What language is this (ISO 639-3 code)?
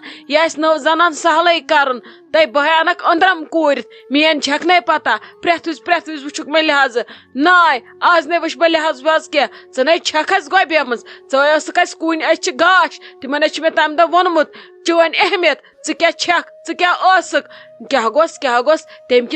kas